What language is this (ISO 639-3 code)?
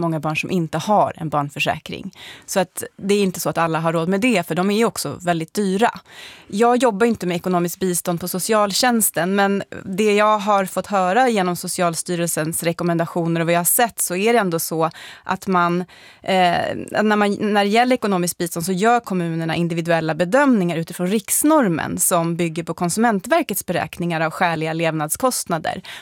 swe